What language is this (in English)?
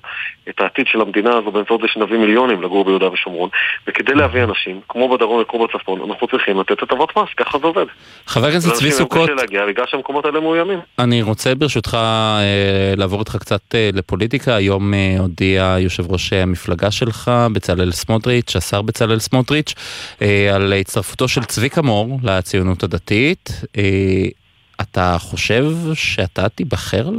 Hebrew